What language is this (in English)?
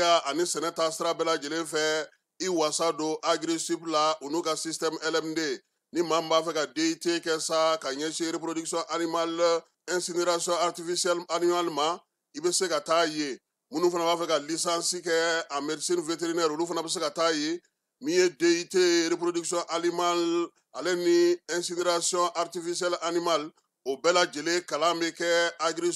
Bambara